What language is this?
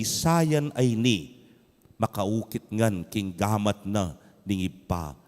Pampanga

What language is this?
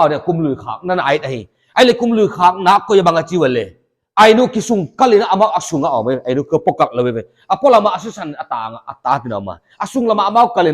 Paite Chin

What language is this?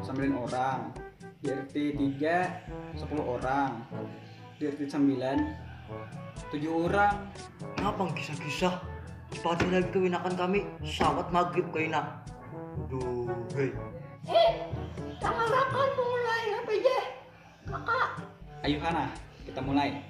Banjar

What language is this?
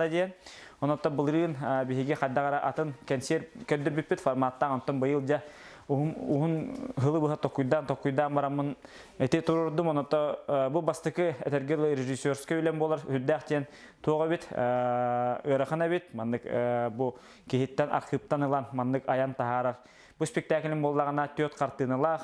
Yakut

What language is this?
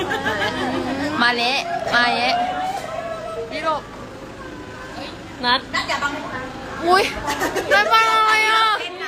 Thai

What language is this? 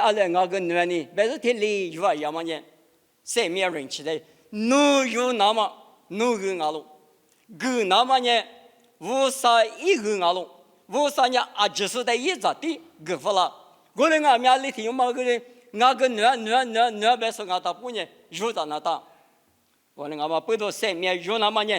Lisu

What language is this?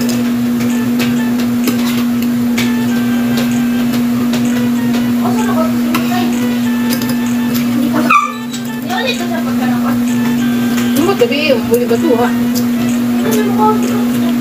Filipino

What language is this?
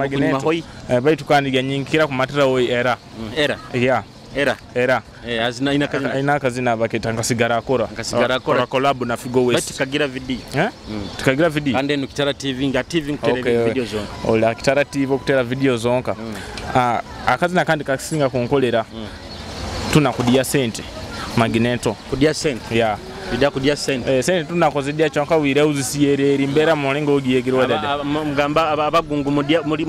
Nyoro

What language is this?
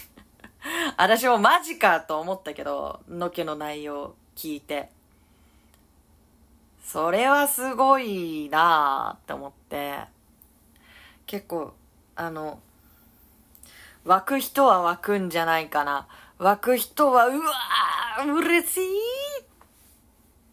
Japanese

